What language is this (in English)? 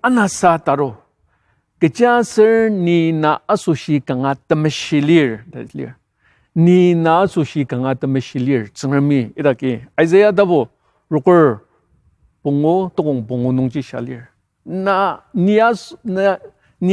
Ao Naga